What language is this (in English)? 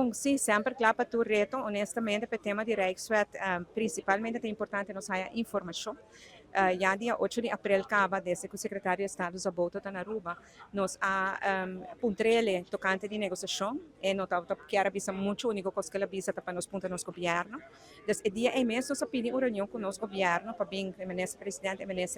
Papiamento